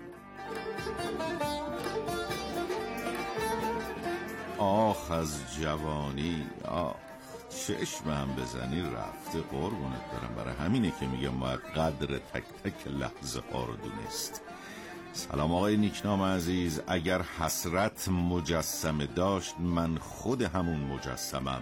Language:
Persian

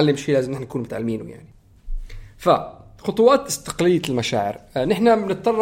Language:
North Levantine Arabic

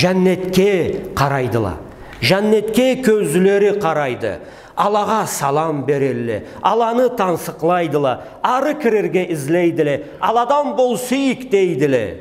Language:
Karachay-Balkar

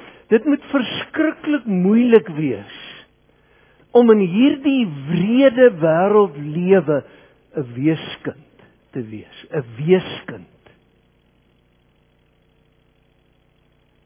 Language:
Afrikaans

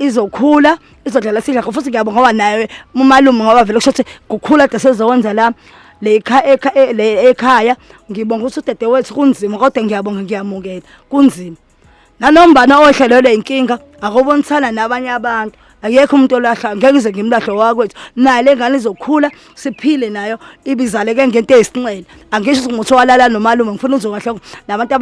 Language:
Zulu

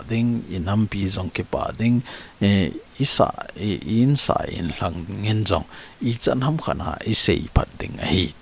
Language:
Thado Chin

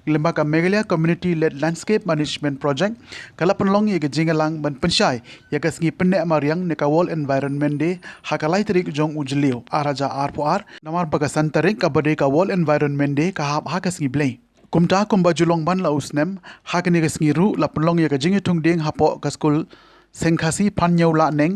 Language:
Khasi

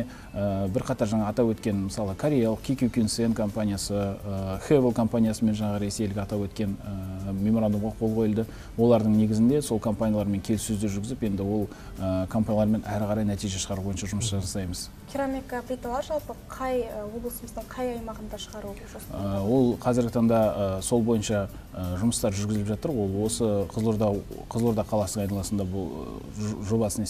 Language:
Kazakh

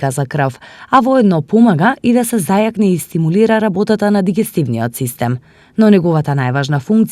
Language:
Macedonian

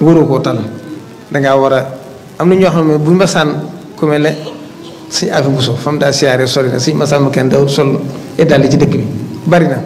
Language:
Wolof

